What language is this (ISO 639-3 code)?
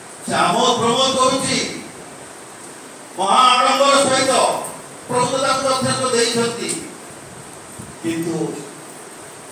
ori